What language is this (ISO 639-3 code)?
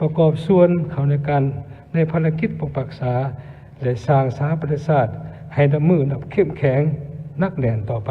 lao